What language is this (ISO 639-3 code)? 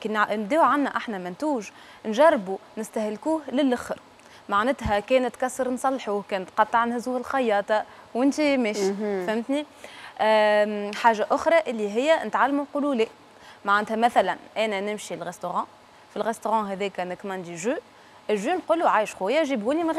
aeb